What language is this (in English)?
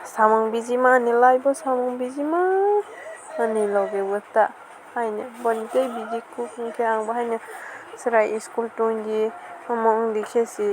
Kok Borok